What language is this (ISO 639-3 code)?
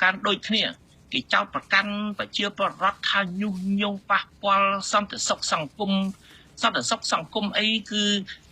khm